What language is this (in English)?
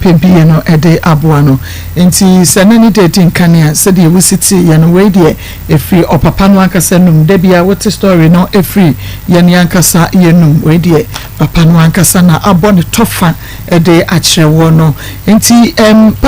Akan